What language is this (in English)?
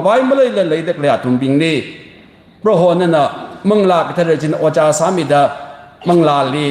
Tangkhul Naga (India)